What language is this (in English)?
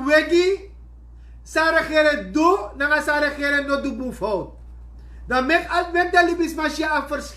Sranan Tongo